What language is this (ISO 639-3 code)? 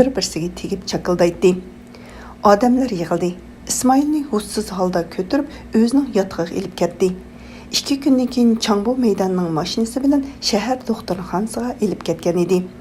uig